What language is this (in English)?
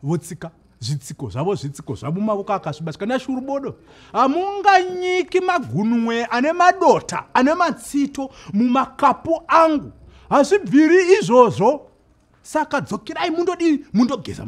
Shona